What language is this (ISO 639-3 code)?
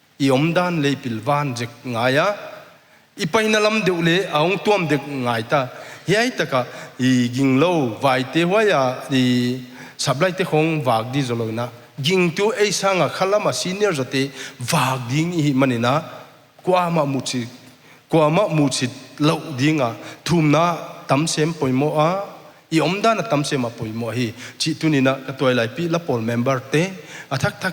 pck